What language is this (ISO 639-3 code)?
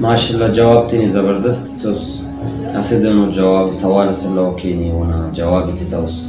brh